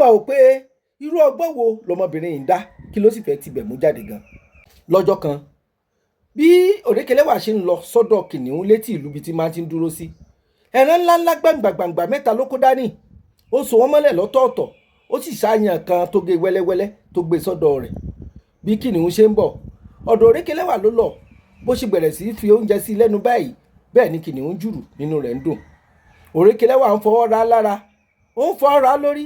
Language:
Yoruba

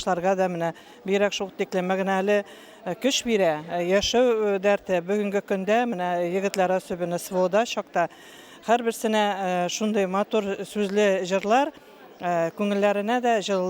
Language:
Tatar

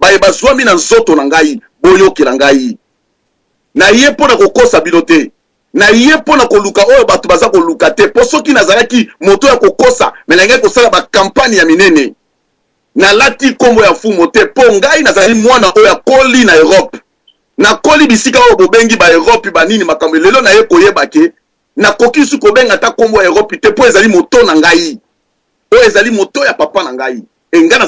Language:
Lingala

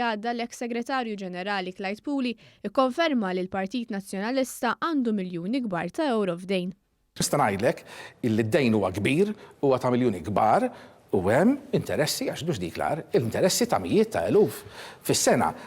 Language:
Maltese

